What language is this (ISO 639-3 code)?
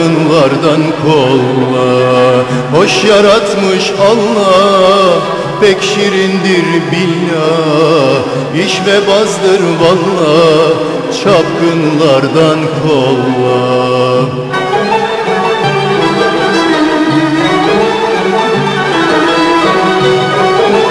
tur